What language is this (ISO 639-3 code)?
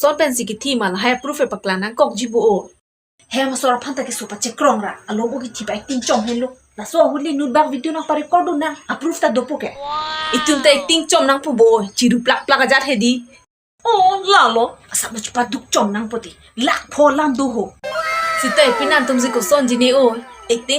mjw